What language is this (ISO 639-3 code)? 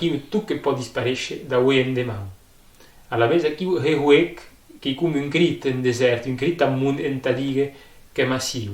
oci